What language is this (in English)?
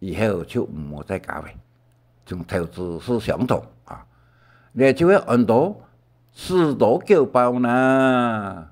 Hakka Chinese